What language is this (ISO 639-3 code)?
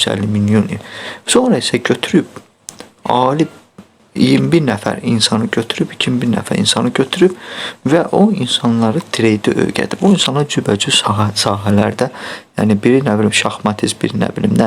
aze